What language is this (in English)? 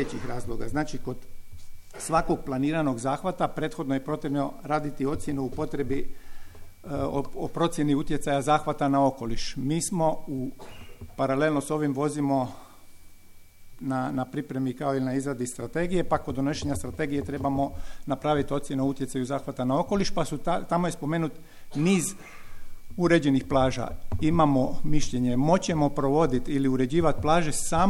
Croatian